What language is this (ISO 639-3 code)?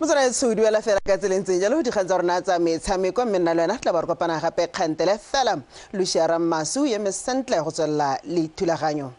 tsn